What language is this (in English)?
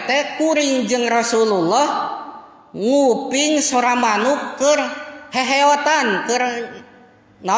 Sundanese